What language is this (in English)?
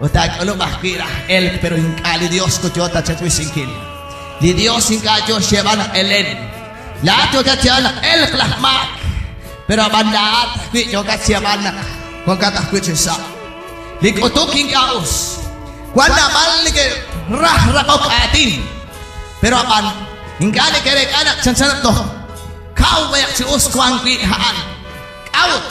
Kekchí